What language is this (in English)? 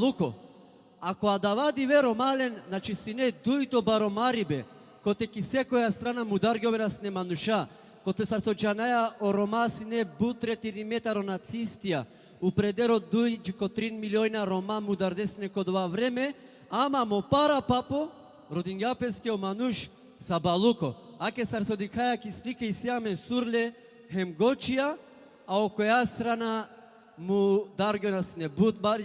Balkan Romani